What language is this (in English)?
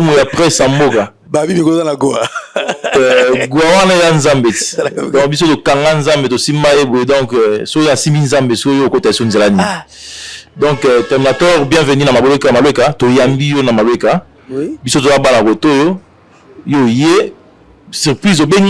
Lingala